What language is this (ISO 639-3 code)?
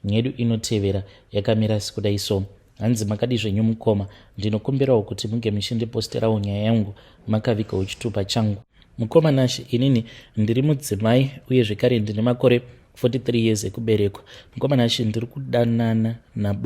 sna